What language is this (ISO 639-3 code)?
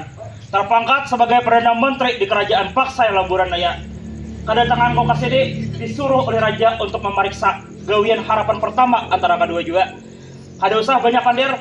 bjn